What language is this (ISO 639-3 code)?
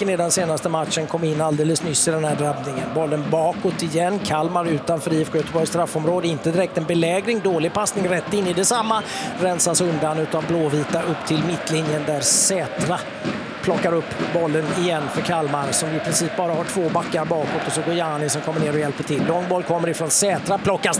swe